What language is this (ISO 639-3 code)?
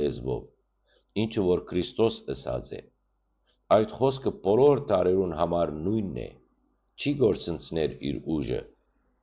hyw